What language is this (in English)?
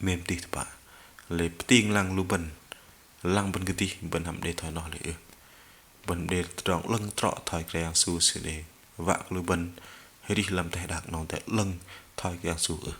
Bahnar